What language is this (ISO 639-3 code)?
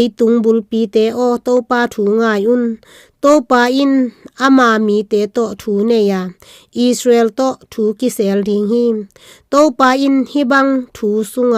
ctd